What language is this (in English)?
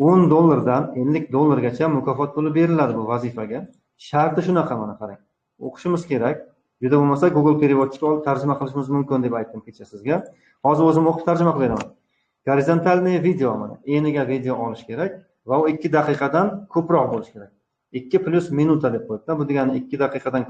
Uzbek